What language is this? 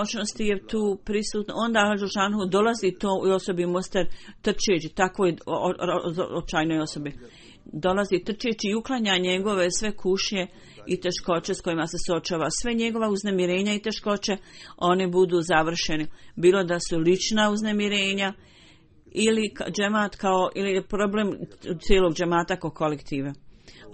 Bosnian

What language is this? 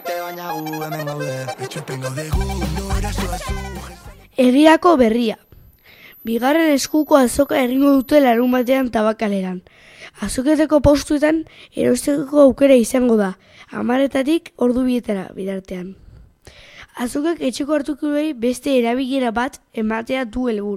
Basque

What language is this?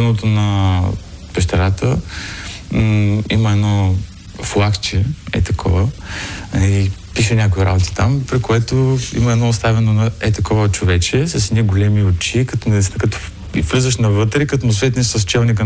Bulgarian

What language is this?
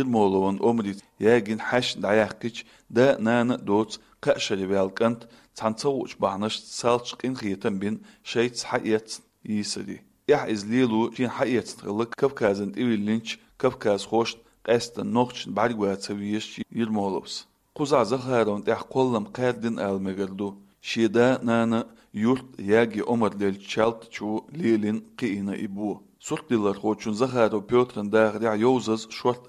Chechen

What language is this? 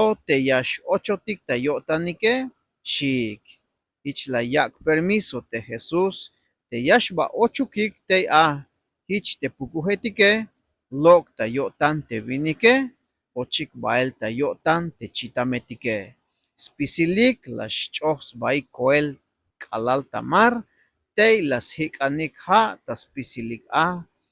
Tzeltal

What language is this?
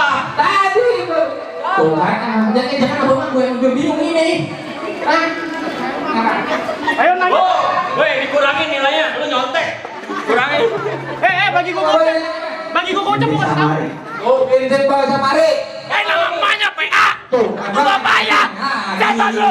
Betawi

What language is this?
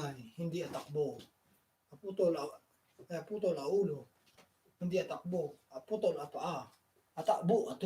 Iloko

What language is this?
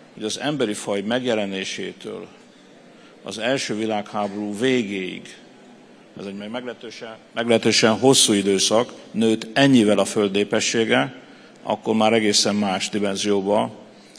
Hungarian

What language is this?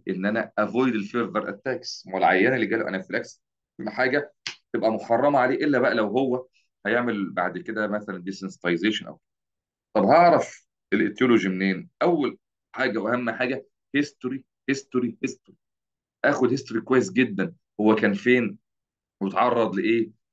Egyptian Arabic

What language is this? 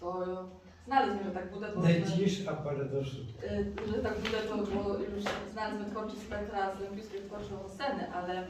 Rusyn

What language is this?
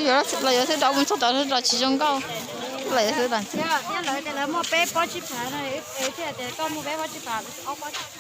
Hmong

